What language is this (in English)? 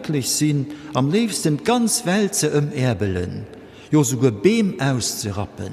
Luxembourgish